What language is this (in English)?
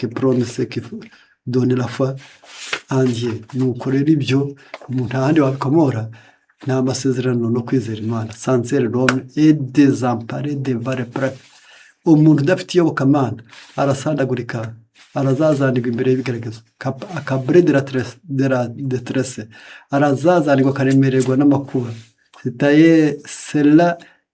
Kinyarwanda